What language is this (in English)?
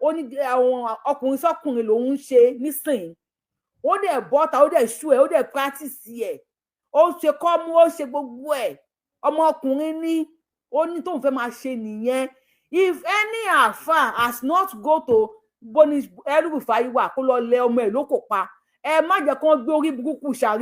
Yoruba